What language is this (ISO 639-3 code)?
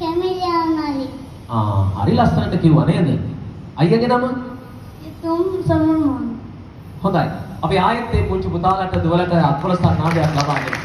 sin